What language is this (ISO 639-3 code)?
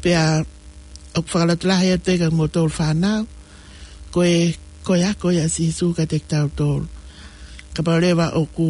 ton